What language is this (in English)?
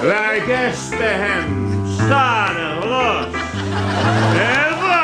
Western Frisian